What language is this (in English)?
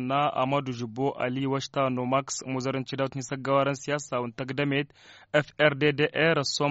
Tamasheq